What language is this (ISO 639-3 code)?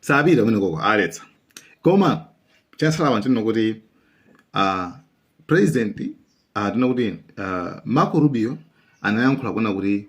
nya